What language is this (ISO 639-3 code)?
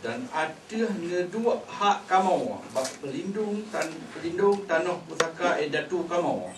ace